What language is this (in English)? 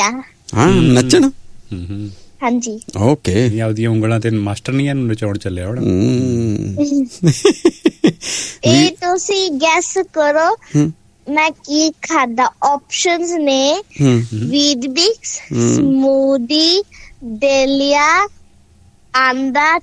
Punjabi